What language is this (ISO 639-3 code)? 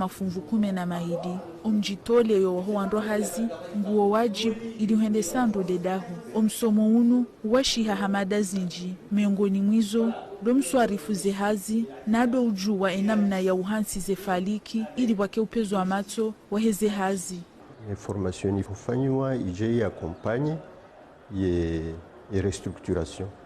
zdj